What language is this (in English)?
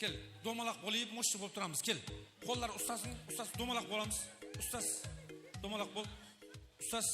Kara-Kalpak